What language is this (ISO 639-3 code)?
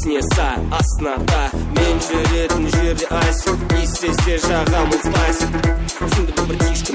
kaa